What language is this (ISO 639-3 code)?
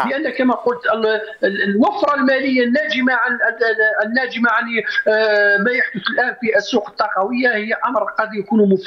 arq